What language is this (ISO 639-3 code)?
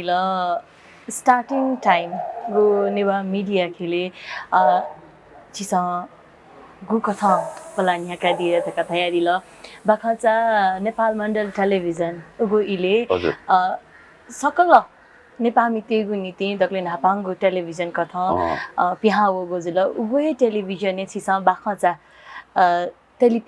new